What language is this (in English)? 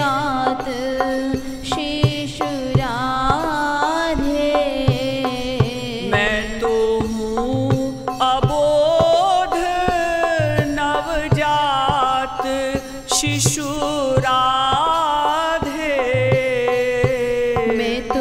Hindi